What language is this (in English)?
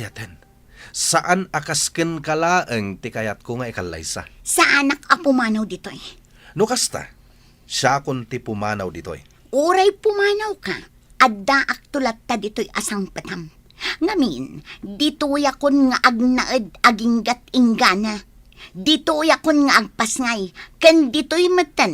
Iloko